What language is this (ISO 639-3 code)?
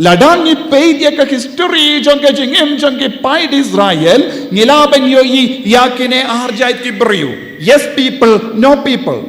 kha